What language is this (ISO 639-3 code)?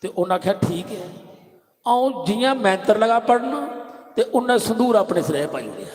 doi